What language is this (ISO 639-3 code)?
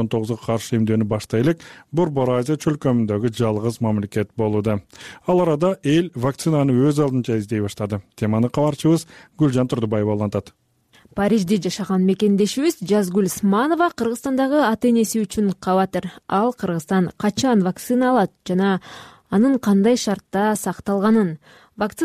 kir